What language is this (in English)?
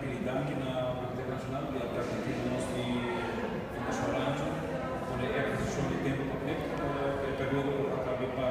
Papiamento